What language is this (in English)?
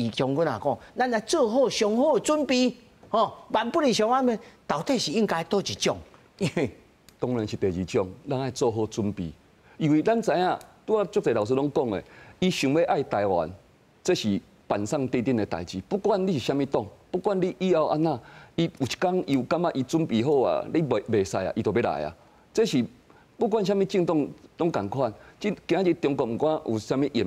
Min Nan Chinese